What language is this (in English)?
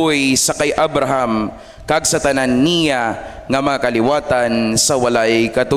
Hiligaynon